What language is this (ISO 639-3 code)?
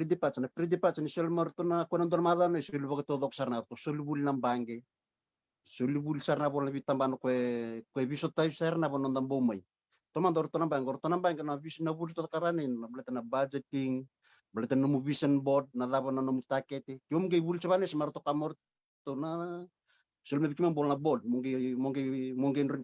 fij